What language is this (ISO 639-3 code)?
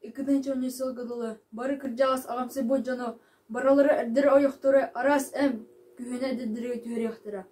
sah